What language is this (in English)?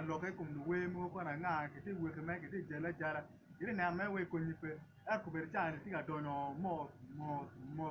Acoli